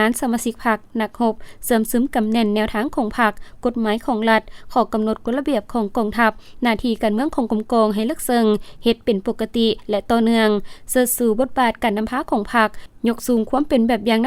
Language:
Lao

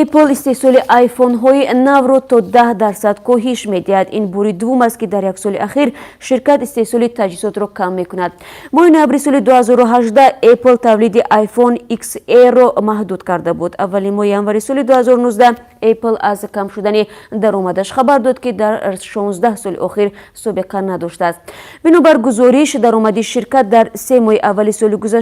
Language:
Tajik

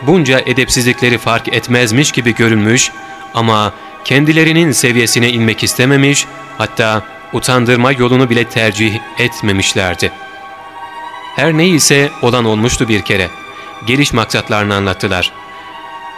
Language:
Turkish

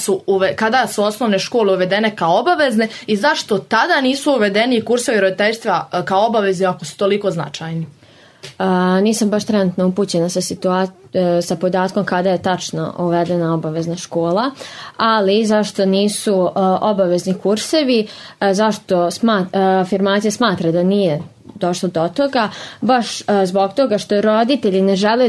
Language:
Serbian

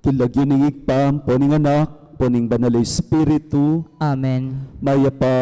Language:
Pampanga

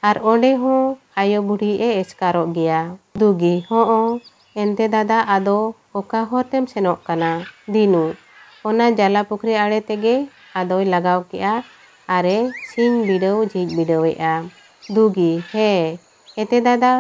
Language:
Santali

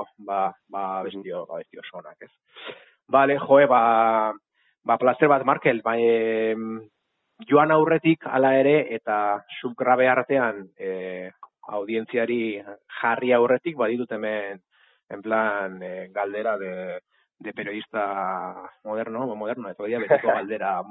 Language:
Basque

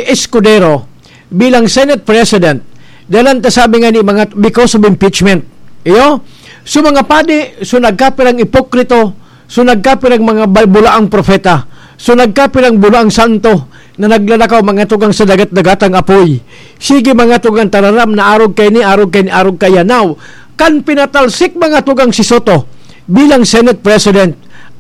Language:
Bikol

